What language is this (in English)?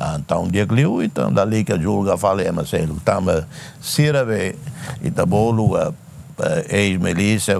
Tetum